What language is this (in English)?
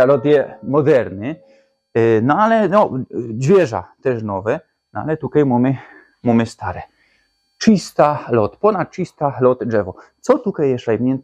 Silesian